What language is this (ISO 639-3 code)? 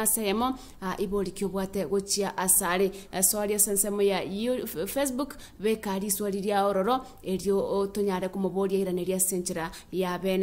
guz